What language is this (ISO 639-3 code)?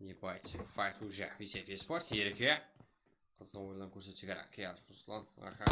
kaa